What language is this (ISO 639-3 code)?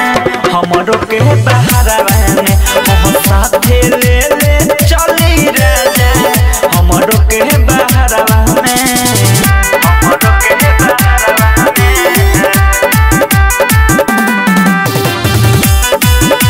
bho